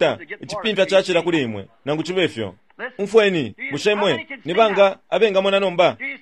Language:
Bemba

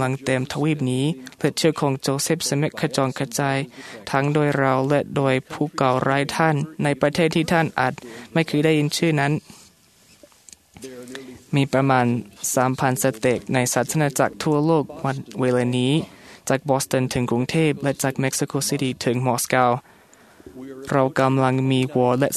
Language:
Thai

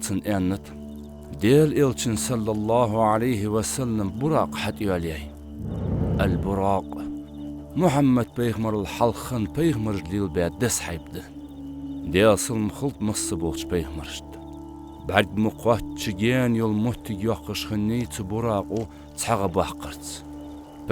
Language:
Ingush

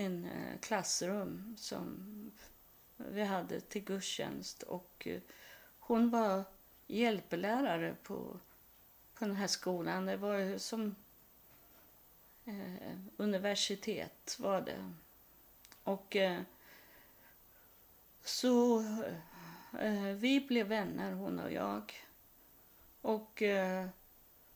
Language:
Swedish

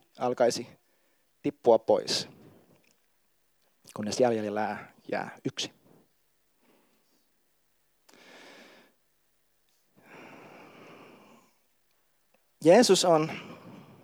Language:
Finnish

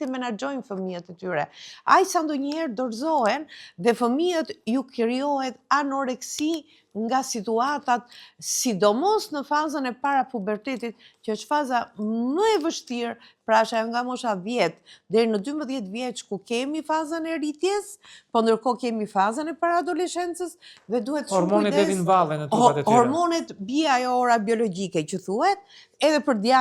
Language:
Albanian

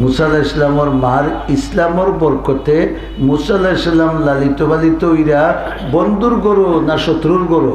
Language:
Sylheti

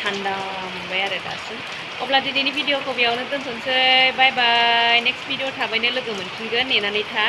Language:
Bodo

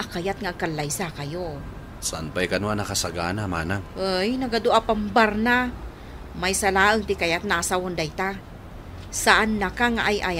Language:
Iloko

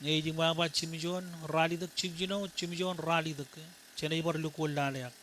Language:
Marshallese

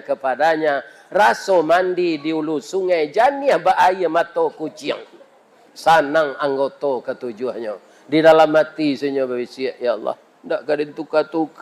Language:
Minangkabau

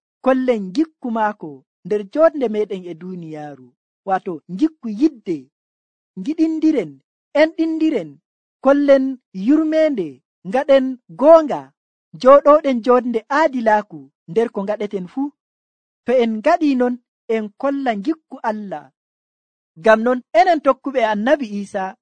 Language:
Nigerian Fulfulde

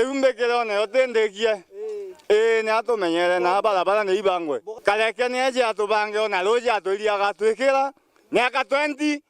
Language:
Meru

